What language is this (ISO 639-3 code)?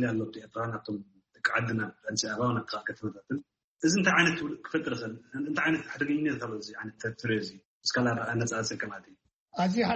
tir